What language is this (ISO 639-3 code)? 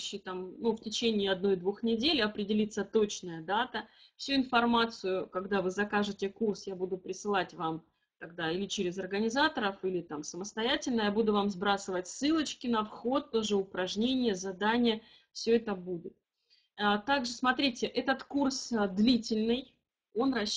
rus